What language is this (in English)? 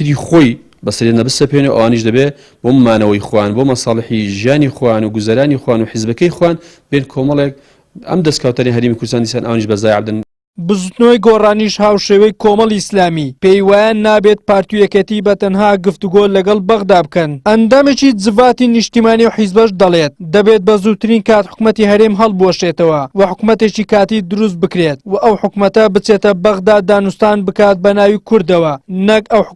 Central Kurdish